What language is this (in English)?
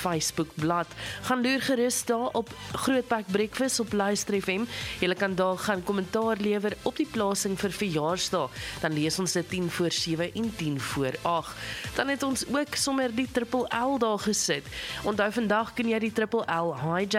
Afrikaans